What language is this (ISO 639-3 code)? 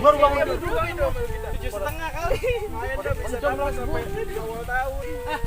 bew